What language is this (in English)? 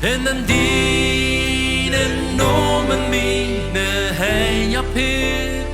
Plautdietsch